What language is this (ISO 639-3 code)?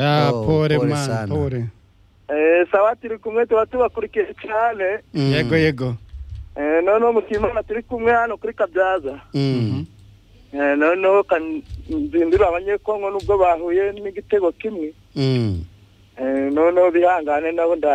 kin